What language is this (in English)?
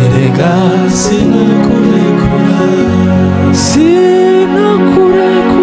Kinyarwanda